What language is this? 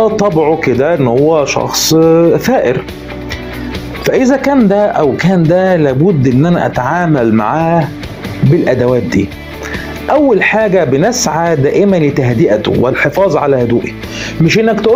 Egyptian Arabic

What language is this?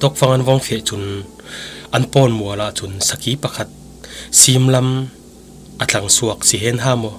Falam Chin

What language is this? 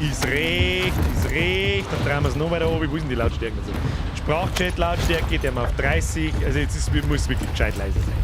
Bavarian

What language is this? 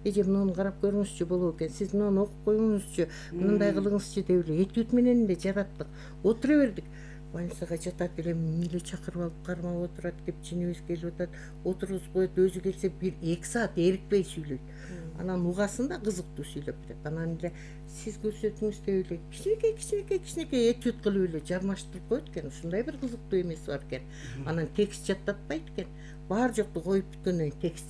Kyrgyz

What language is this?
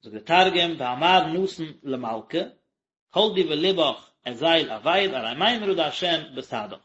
Yiddish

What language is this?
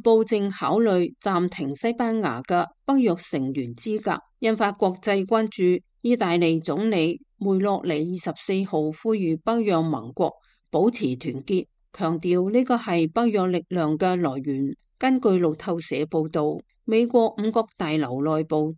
Cantonese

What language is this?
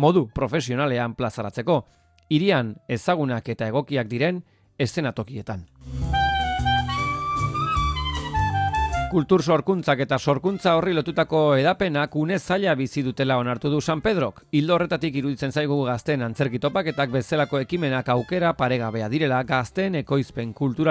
Basque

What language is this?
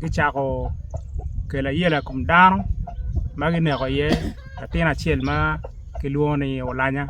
Acoli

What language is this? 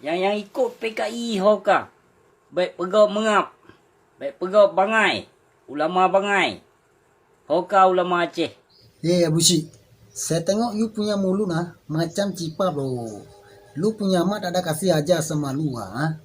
Achinese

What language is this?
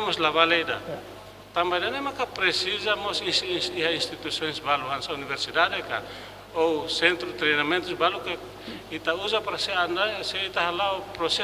Tetum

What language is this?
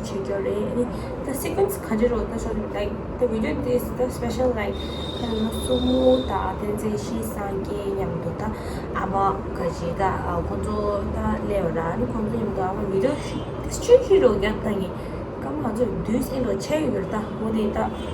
Tibetan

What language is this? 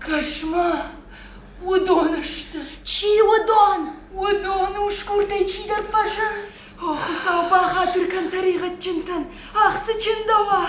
Ossetic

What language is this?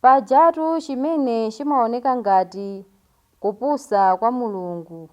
Nyanja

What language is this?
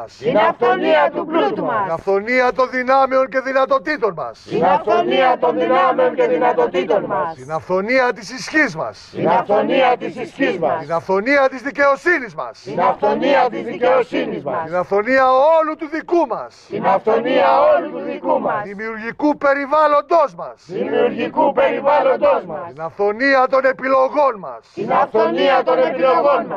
Greek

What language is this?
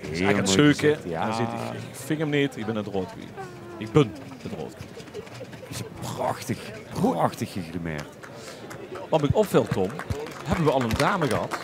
Limburgish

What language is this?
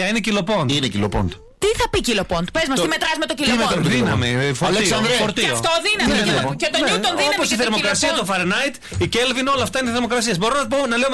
Greek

